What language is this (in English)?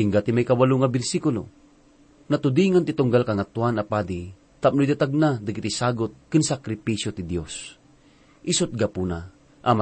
Iloko